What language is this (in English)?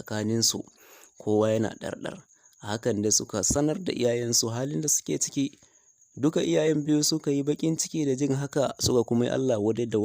Hausa